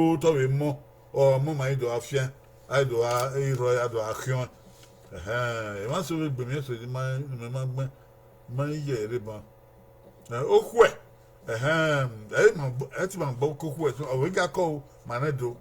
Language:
Bini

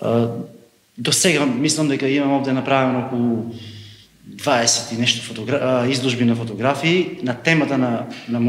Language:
Macedonian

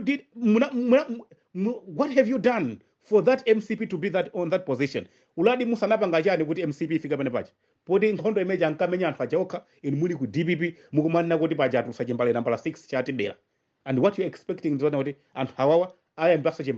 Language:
Nyanja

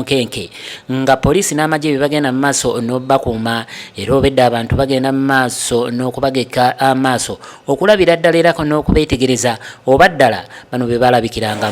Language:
Ganda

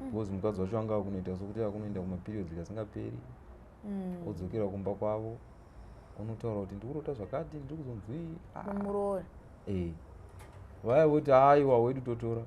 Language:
Shona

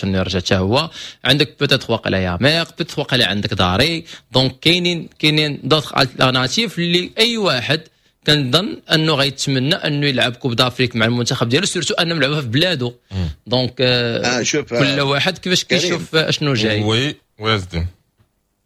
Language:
Moroccan Arabic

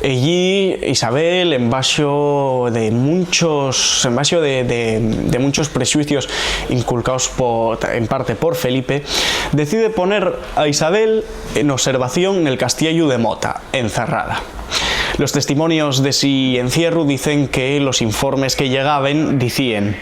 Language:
Asturian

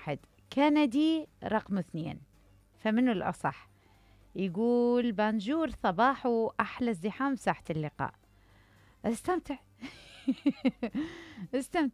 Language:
Mesopotamian Arabic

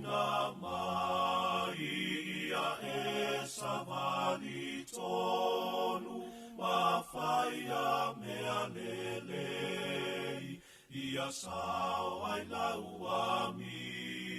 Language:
Samoan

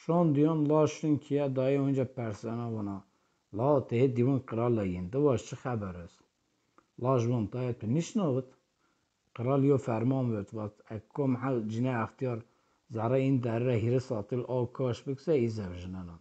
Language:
Zaza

